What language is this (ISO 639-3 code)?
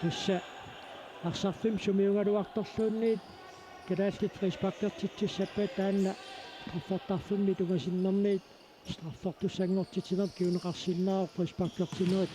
kal